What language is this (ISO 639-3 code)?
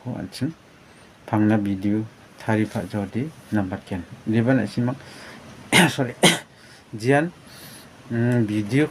grt